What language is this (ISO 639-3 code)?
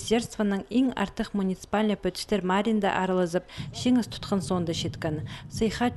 kjh